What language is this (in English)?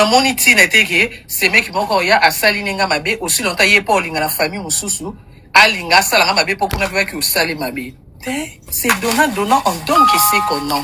Lingala